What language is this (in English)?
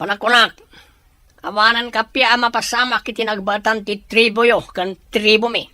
Iloko